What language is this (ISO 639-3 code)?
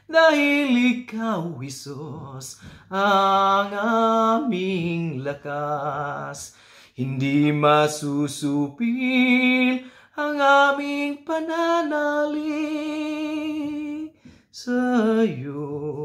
fil